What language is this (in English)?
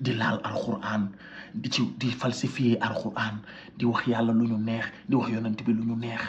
Wolof